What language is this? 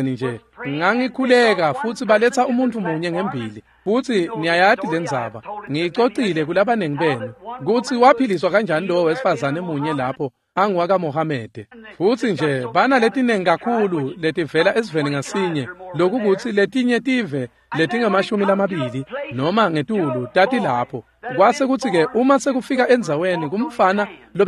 Swati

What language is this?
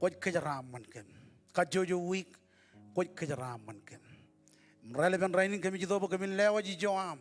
Marshallese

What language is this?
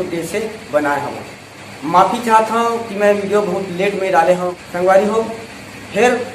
Chhattisgarhi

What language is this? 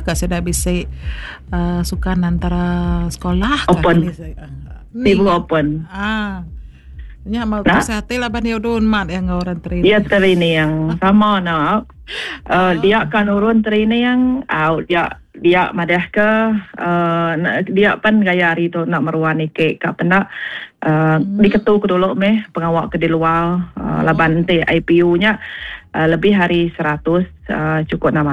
Iban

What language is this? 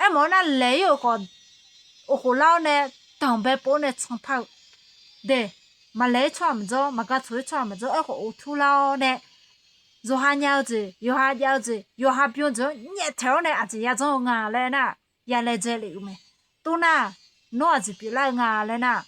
Akha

